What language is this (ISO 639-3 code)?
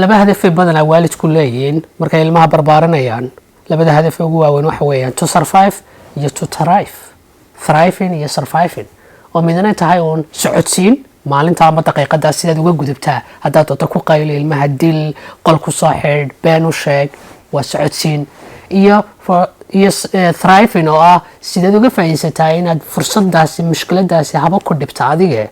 som